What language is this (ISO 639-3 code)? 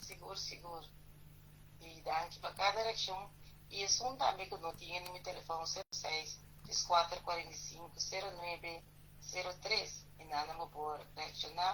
pap